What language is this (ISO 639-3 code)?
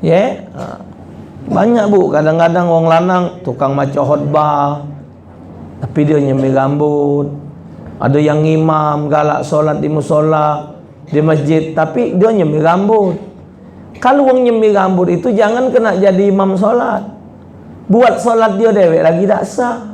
mui